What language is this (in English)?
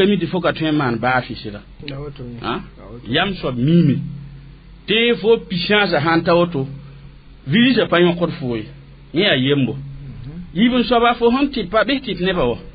Mossi